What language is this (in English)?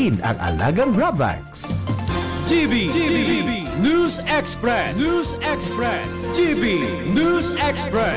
Bikol